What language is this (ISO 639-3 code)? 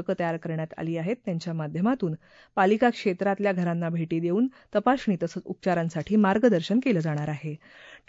mar